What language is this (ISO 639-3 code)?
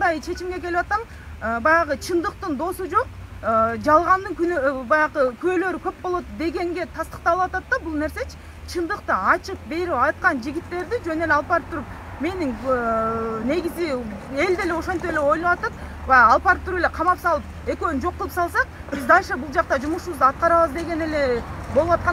kir